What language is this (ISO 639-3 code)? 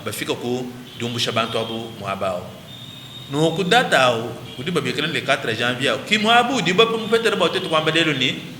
lua